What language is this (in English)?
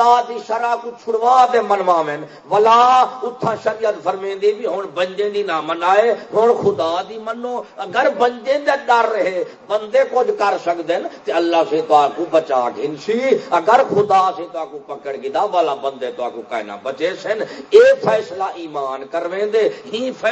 Saraiki